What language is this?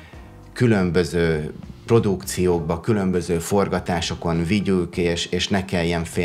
Hungarian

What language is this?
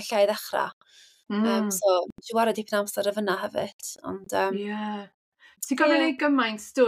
Welsh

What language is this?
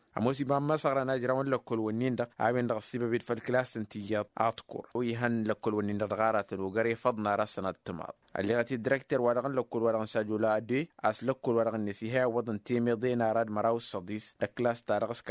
Tamasheq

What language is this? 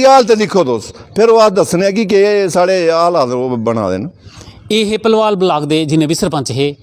Dogri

